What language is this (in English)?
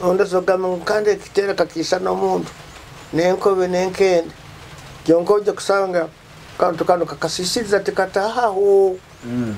Nyoro